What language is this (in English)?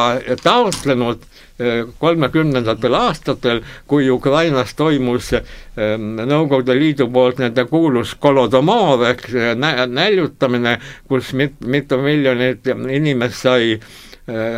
Estonian